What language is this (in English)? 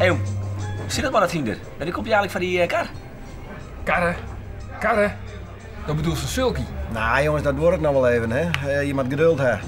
Western Frisian